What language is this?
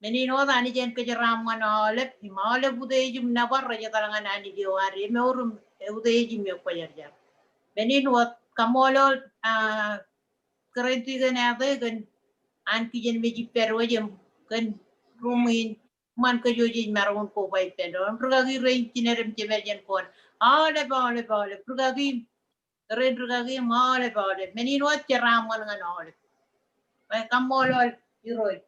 Marshallese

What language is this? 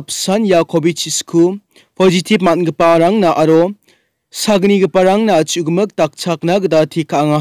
Garo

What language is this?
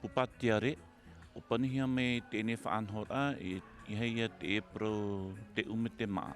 Tahitian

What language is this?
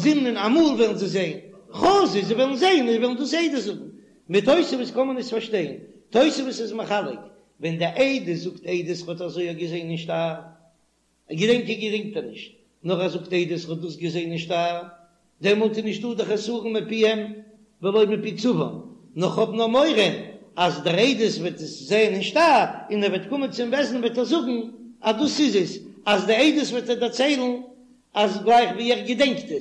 Yiddish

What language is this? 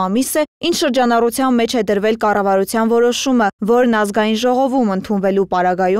Armenian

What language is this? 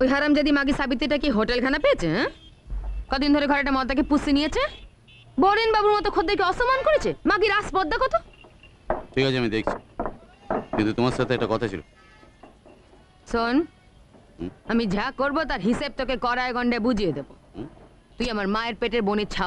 Bangla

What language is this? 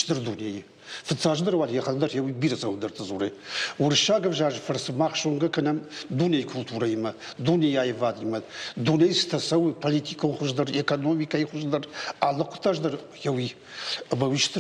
Ossetic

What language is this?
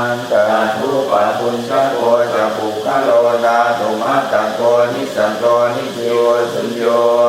Pali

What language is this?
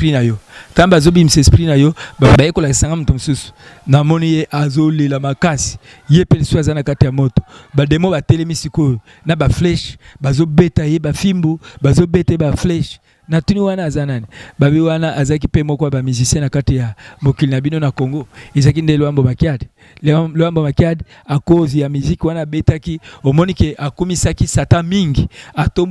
Lingala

